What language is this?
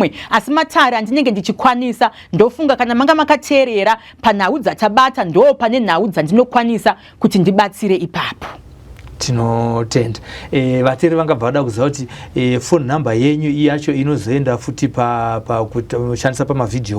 Shona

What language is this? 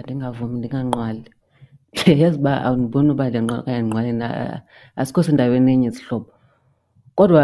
Xhosa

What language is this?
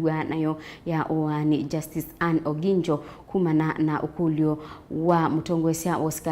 Kamba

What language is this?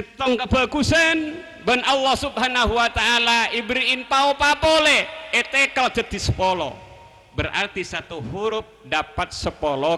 Madurese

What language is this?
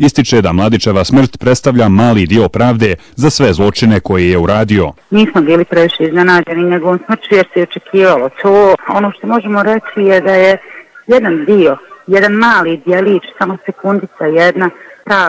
Bosnian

